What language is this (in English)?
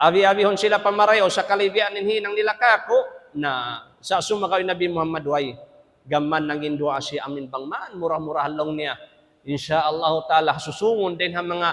Tausug